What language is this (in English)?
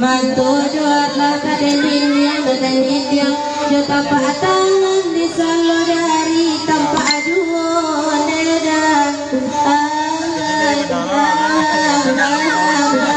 Minangkabau